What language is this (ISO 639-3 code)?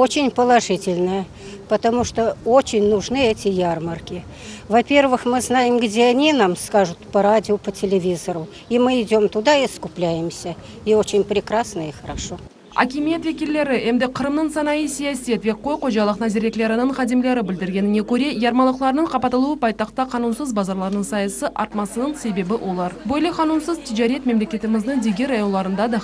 crh